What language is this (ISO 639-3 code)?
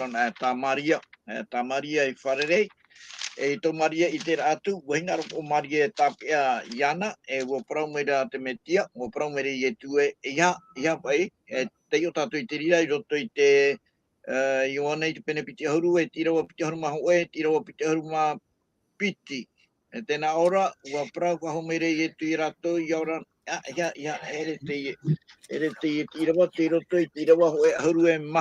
tah